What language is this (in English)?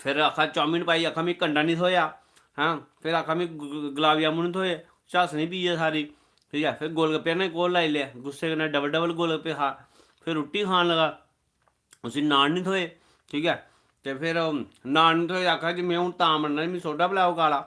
Dogri